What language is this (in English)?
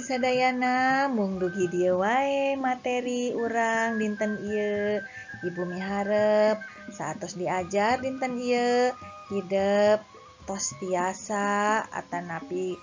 Sundanese